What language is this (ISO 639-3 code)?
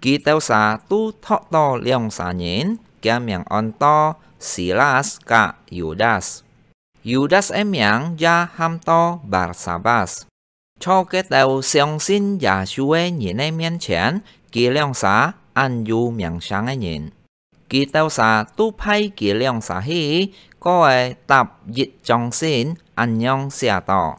hak